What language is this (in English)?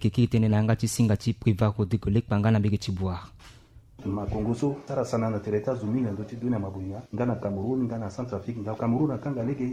Sango